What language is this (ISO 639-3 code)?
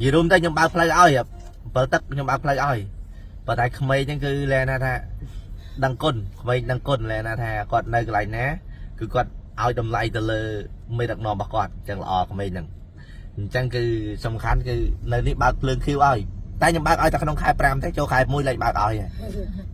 khm